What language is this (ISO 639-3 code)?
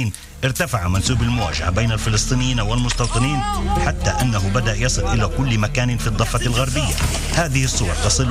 ara